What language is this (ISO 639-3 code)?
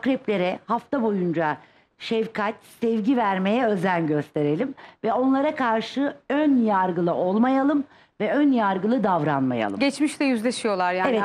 tur